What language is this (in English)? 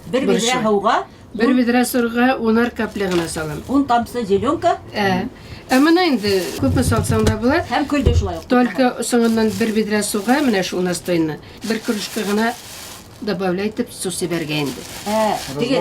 Bashkir